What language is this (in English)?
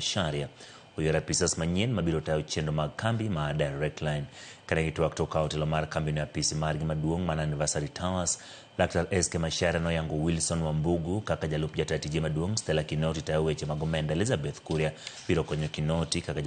Luo (Kenya and Tanzania)